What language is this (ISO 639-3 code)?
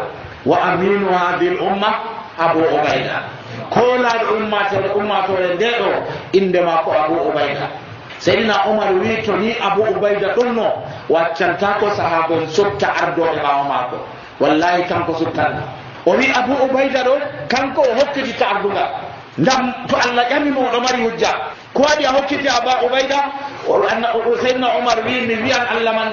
fuv